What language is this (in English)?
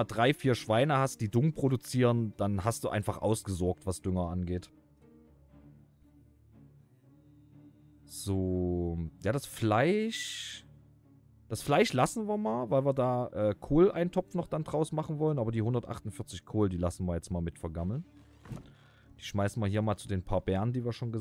German